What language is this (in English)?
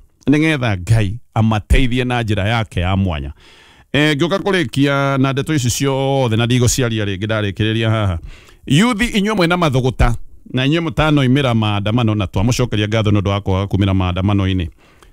Kikuyu